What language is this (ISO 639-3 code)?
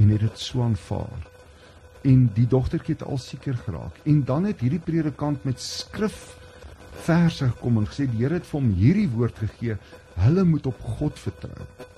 afr